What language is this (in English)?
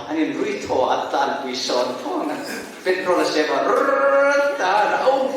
Hmar